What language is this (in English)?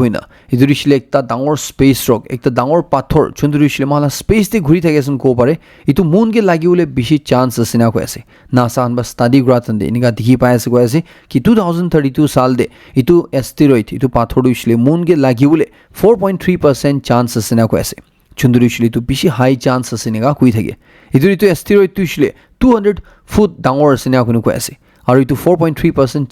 Naga Pidgin